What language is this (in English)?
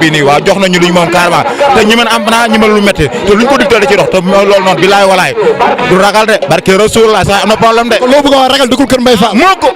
Wolof